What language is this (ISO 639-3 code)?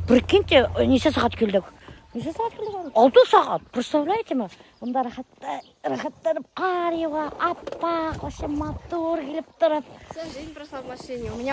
bak